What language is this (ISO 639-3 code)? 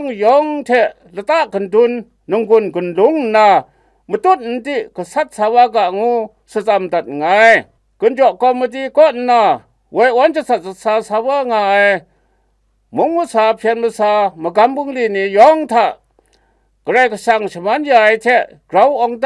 kac